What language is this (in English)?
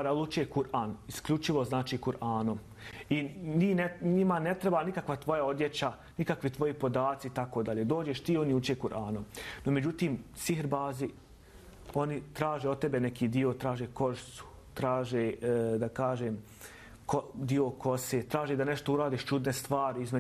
Bosnian